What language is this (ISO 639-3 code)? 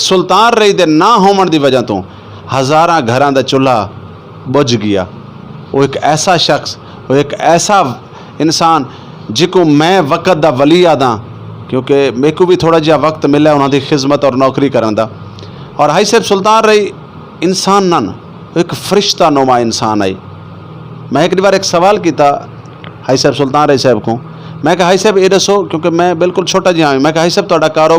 lah